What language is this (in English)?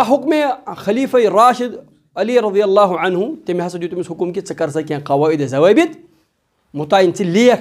Kashmiri